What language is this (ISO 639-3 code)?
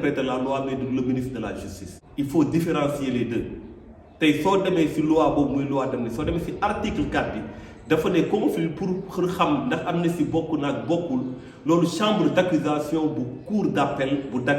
wol